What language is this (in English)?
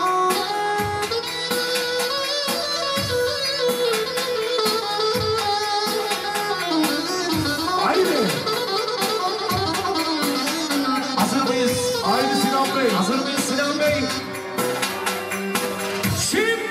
Turkish